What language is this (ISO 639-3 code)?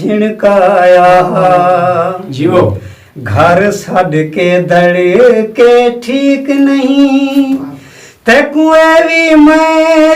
skr